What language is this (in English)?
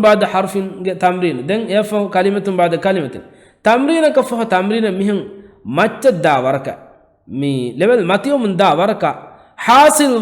Divehi